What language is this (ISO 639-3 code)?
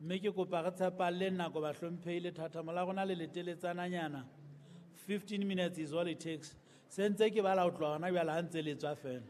sot